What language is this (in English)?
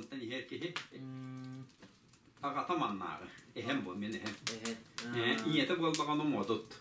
Yakut